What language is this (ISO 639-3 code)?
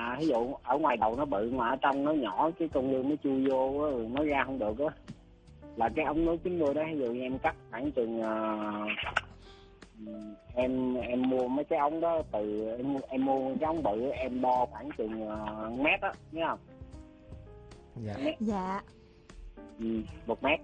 vie